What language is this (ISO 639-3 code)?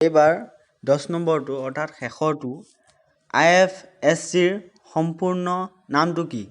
asm